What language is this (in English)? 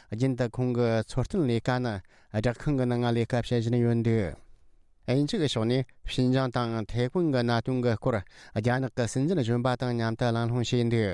Tibetan